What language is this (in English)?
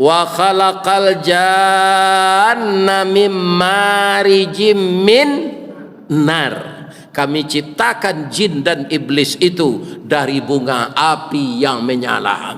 Minangkabau